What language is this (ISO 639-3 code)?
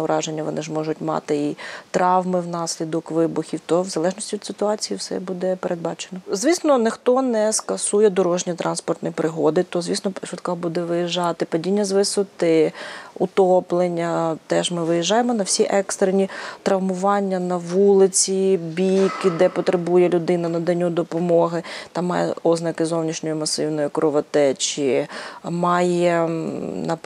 ukr